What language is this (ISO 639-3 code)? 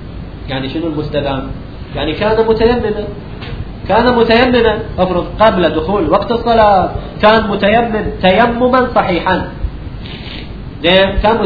ara